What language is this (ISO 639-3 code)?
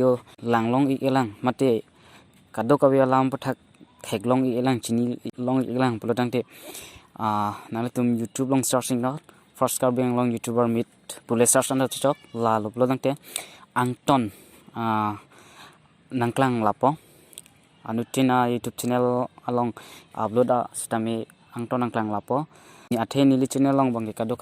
mjw